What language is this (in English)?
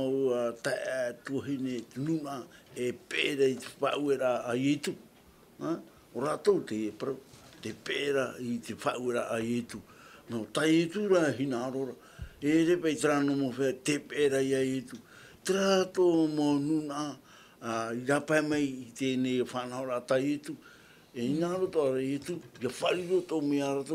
Tahitian